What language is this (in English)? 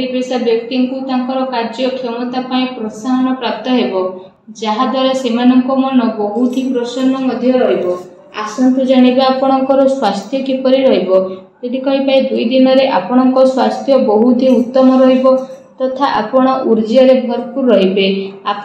Odia